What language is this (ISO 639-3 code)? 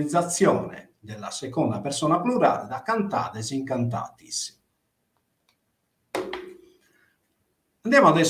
ita